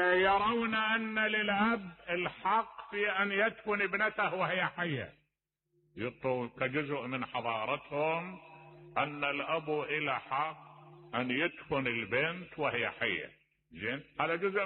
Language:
Mesopotamian Arabic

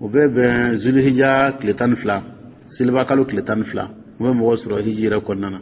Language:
Dyula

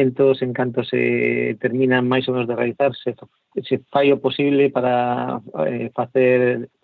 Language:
Galician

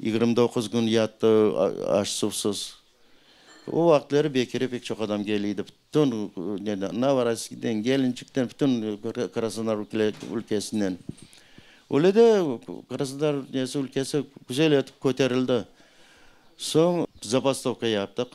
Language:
Crimean Tatar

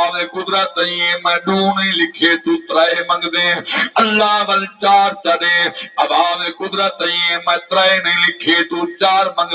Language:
Saraiki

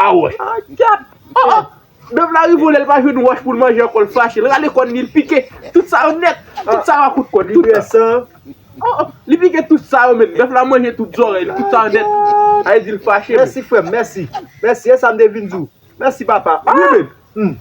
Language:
Haitian Creole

